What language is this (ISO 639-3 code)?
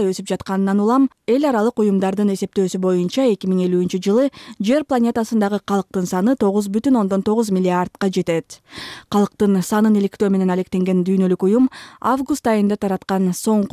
kir